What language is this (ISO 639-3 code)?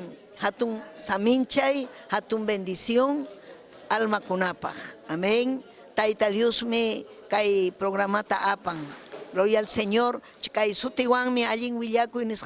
quy